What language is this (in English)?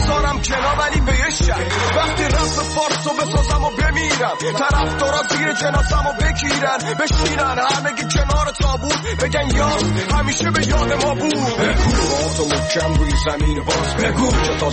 Persian